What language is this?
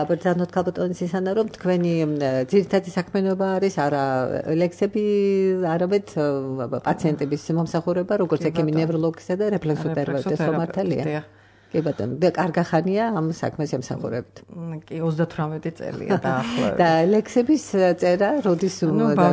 Georgian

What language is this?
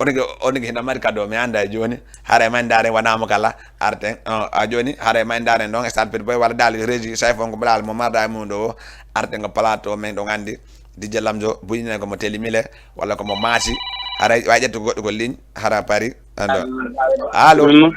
Fula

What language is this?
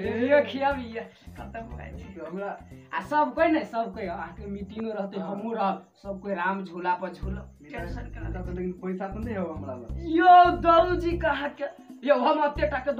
Maithili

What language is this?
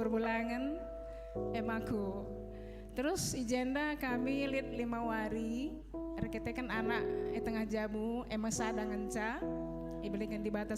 Batak Karo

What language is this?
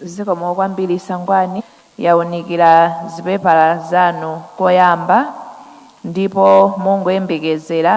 Nyanja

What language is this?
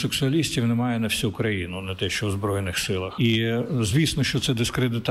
Ukrainian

